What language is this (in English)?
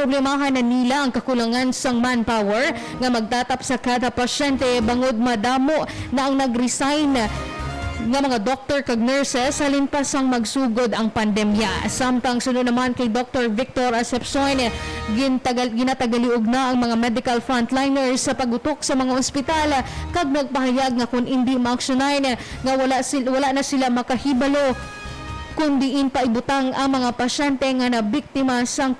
Hiligaynon